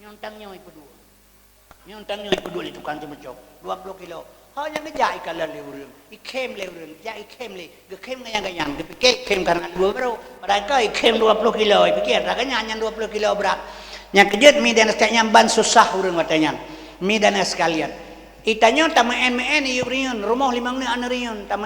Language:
Achinese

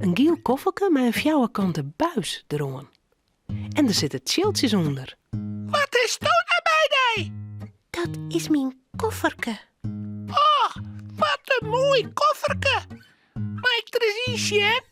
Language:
Western Frisian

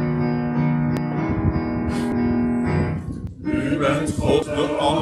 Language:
Dutch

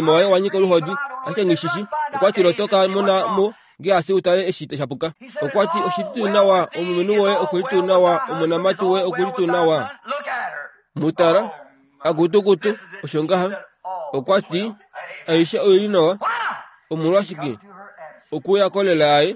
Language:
Kuanyama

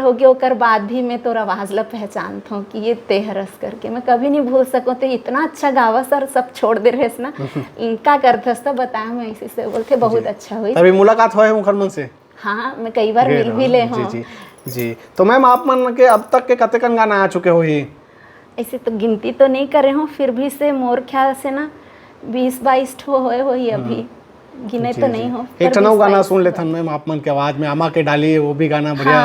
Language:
Chhattisgarhi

